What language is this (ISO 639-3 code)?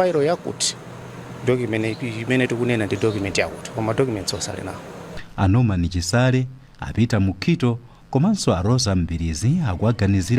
nya